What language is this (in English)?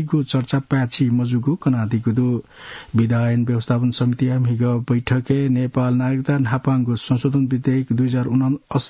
Newari